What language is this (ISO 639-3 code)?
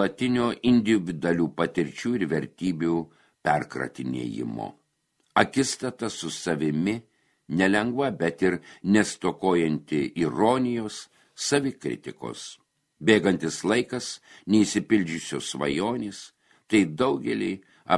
lit